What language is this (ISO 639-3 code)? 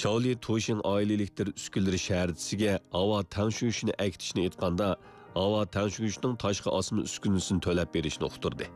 uig